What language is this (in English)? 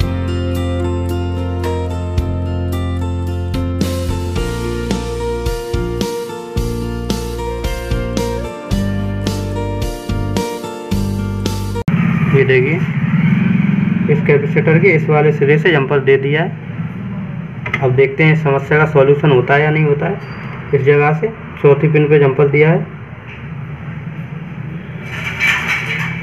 Hindi